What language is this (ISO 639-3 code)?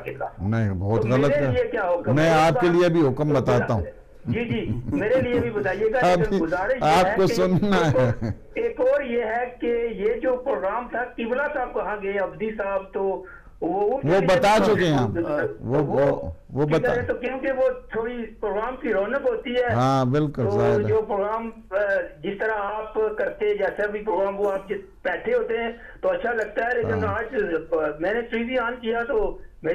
urd